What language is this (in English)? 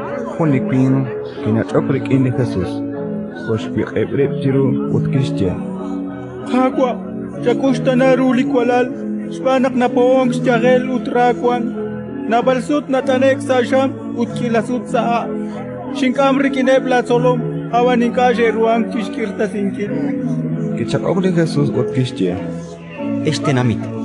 Kekchí